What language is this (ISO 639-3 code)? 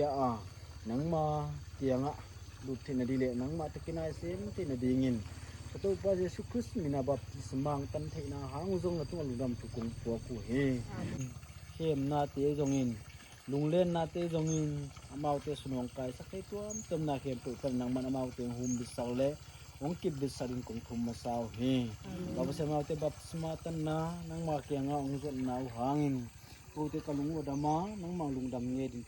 pck